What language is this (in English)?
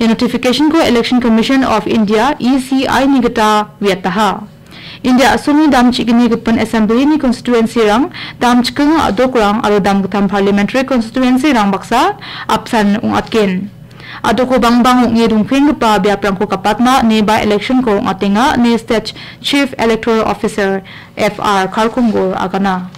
Garo